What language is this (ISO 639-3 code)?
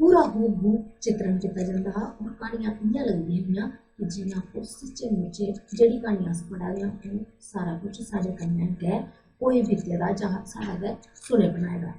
doi